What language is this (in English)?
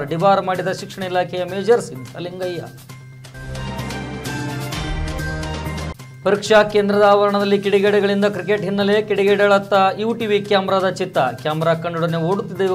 Kannada